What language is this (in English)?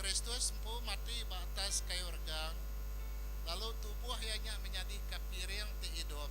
Iban